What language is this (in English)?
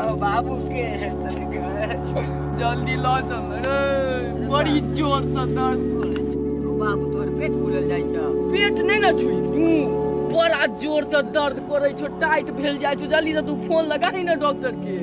Maithili